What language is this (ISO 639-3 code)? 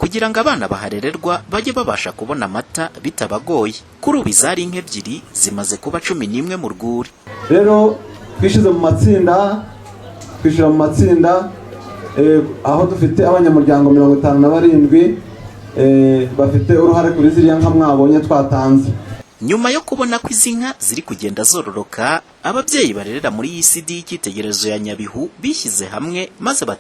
kin